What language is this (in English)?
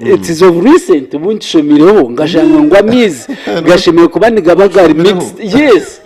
Nyankole